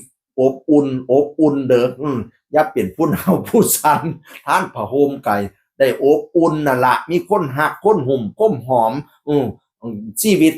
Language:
Northeastern Thai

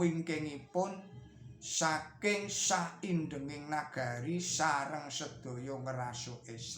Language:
Javanese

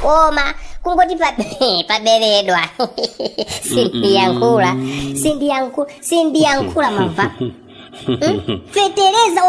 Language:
Nyanja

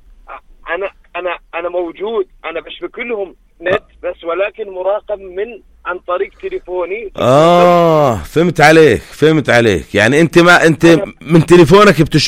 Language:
North Levantine Arabic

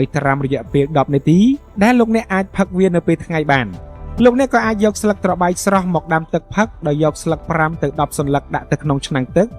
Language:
Khmer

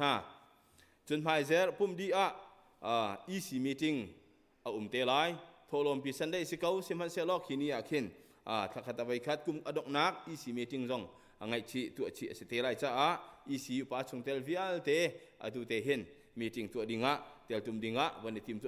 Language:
Hakha Chin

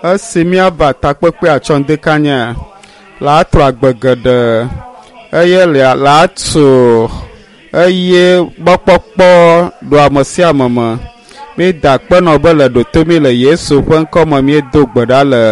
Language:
Ewe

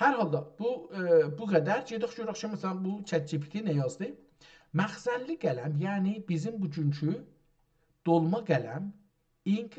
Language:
South Azerbaijani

